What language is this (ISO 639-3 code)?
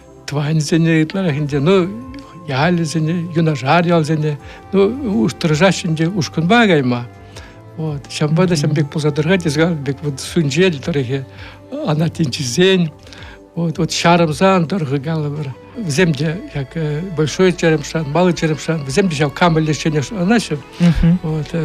chv